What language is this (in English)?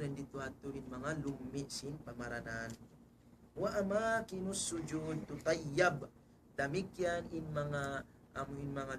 Tausug